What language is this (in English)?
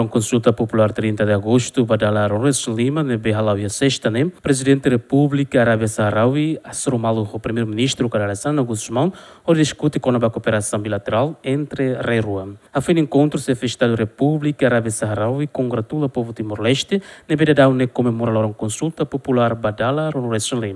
Tetum